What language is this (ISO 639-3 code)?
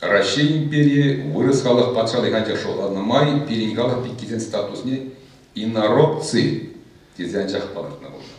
chv